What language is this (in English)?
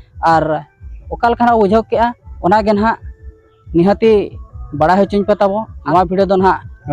Santali